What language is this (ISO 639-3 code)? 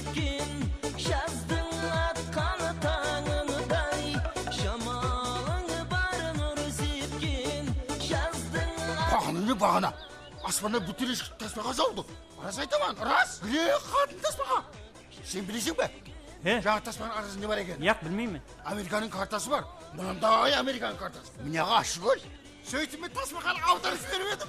kaa